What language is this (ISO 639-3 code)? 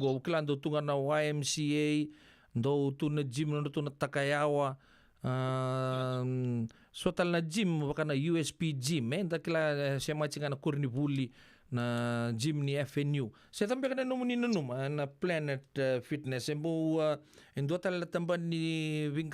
fij